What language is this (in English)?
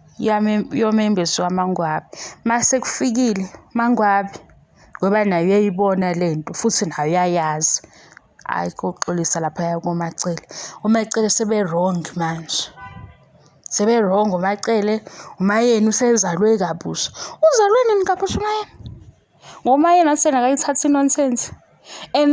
Zulu